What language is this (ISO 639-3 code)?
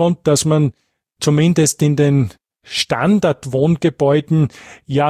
deu